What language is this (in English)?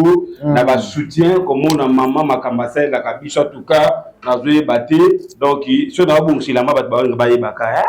Lingala